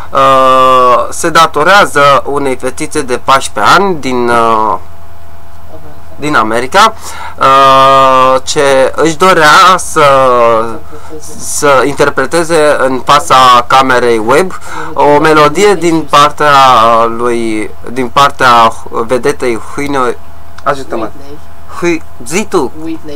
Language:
Romanian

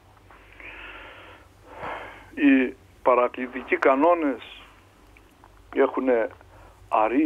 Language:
Greek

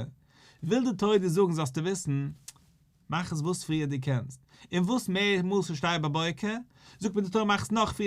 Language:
Yiddish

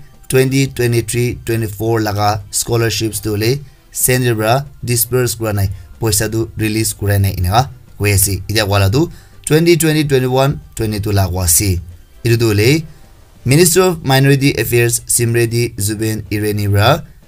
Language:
Naga Pidgin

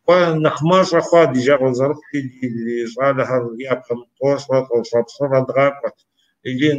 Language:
Kabardian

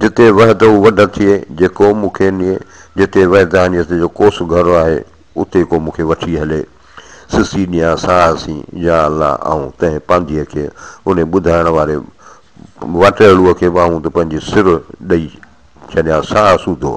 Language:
Sindhi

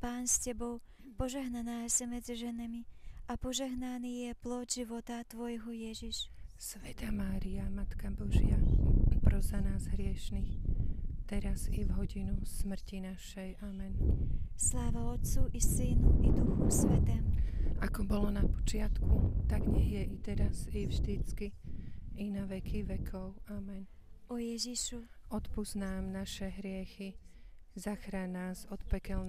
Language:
Slovak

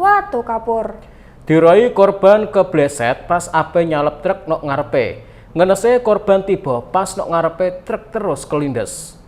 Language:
Javanese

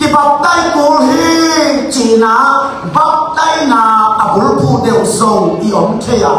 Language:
Tedim Chin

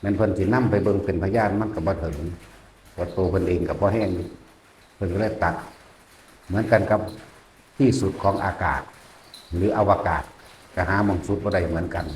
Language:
Northeastern Thai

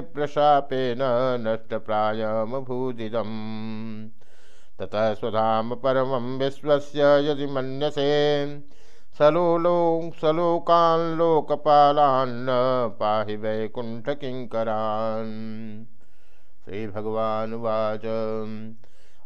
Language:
Sanskrit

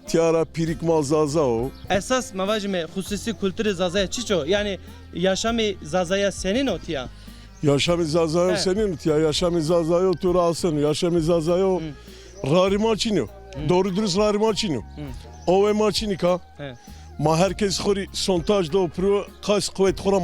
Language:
Zaza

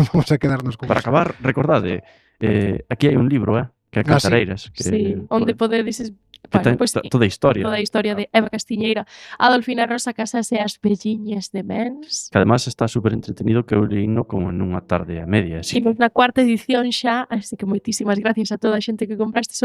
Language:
Galician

